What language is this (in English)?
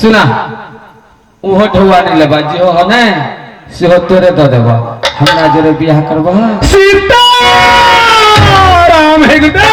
Maithili